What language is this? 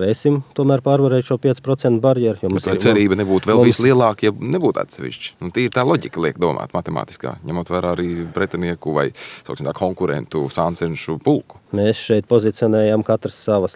Latvian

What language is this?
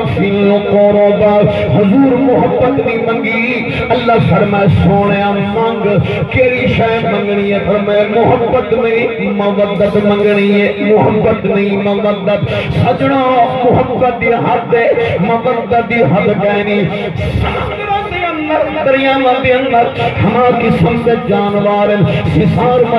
Saraiki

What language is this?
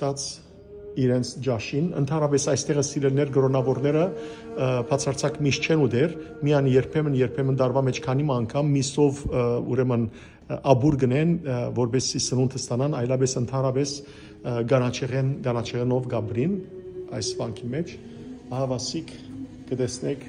Western Armenian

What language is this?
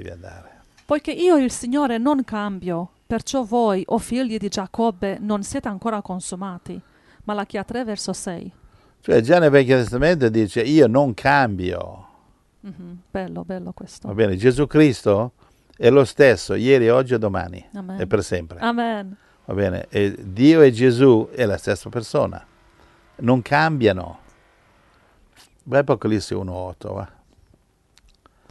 Italian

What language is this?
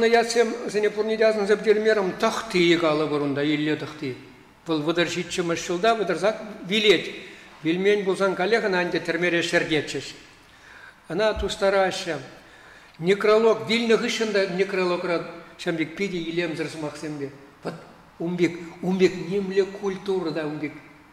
Chuvash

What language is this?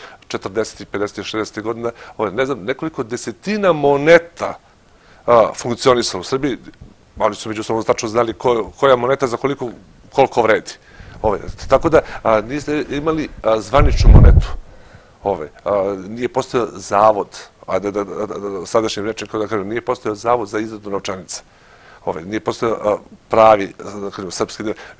Serbian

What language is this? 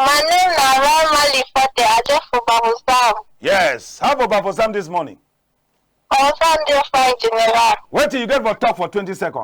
Cameroon Pidgin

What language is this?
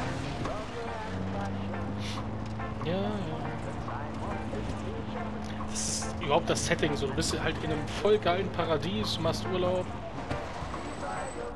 German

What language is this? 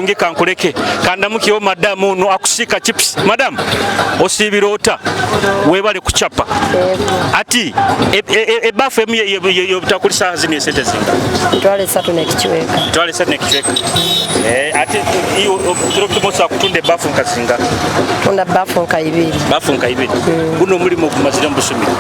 Nyoro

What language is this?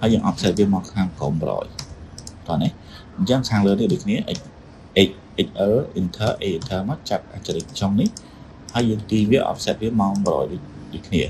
Khmer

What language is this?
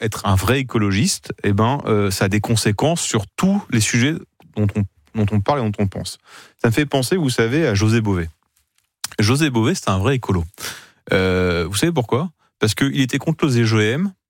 French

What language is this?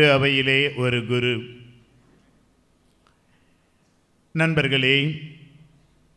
Tamil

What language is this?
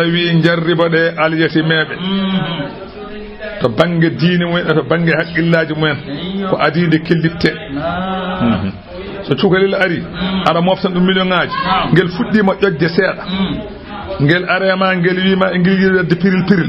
Fula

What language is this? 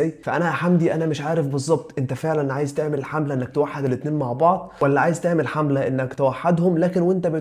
Egyptian Arabic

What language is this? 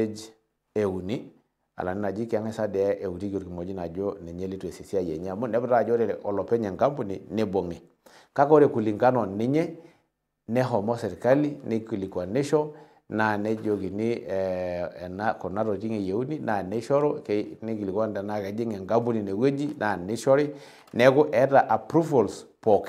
Masai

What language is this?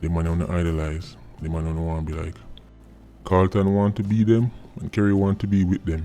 Jamaican Creole English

